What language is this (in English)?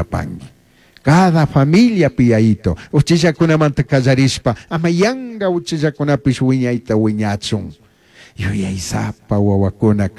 Chimborazo Highland Quichua